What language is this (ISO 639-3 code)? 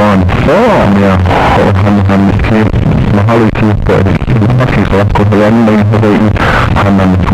haw